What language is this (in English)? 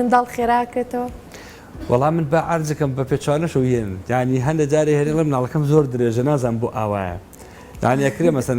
Central Kurdish